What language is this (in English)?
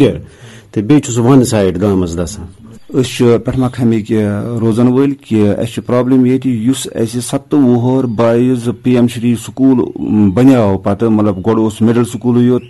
Kashmiri